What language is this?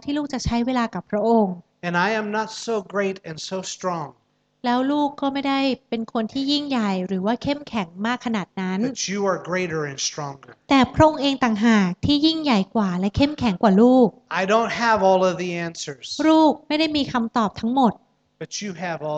Thai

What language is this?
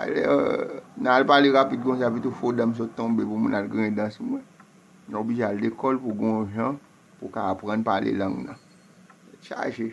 Haitian Creole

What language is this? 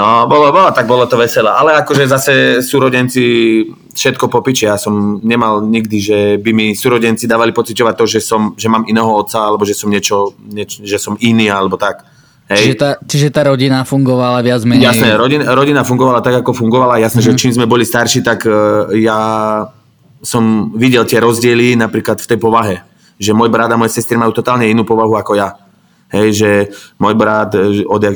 Slovak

